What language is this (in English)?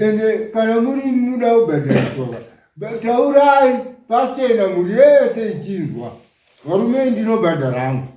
Shona